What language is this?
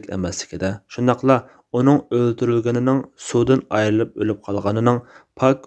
Uyghur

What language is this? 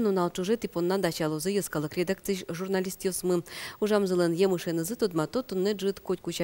Udmurt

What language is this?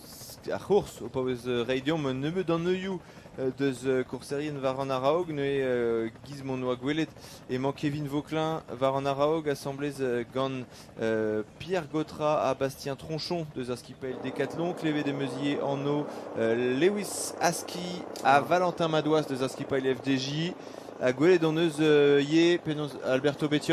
Breton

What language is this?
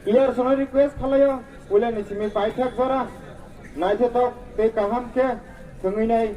Kok Borok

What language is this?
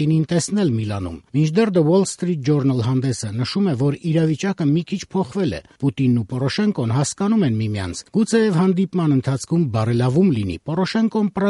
Armenian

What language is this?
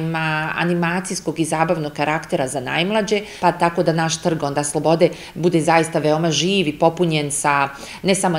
Bosnian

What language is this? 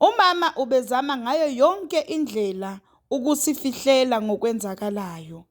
Zulu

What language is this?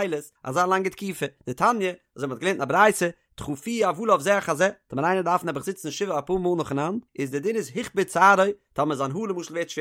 Yiddish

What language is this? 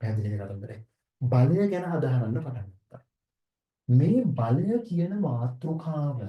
Sinhala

